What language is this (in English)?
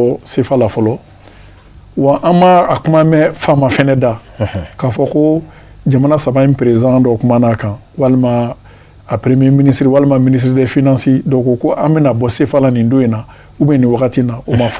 Bambara